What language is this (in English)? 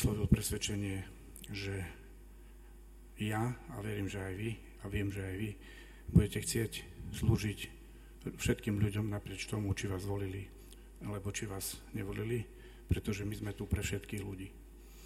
Slovak